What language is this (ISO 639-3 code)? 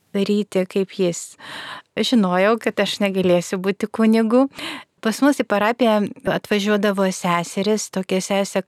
lit